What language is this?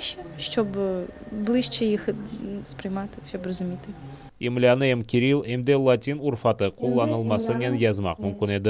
Crimean Tatar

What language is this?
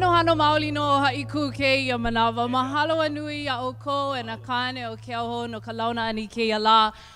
Hawaiian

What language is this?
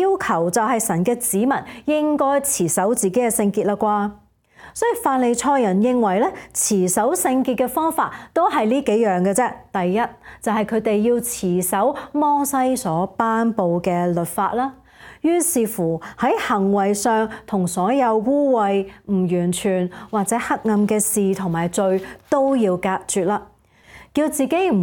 Cantonese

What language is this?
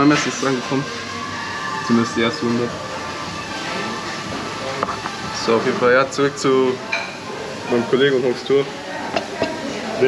German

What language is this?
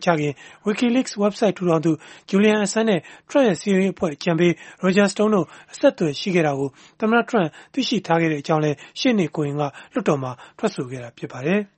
Burmese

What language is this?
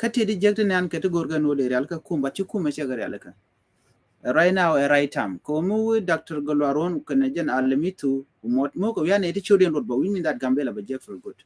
Nuer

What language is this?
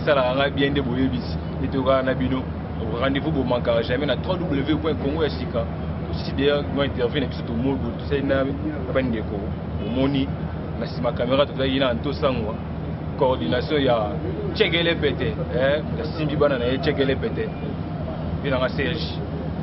Lingala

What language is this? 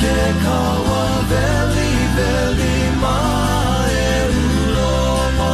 Hawaiian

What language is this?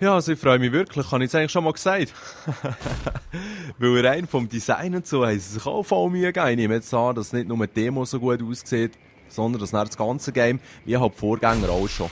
Swiss German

